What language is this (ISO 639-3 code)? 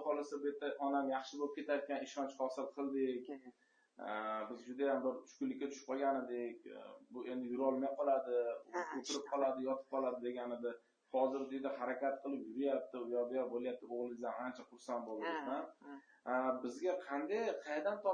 uzb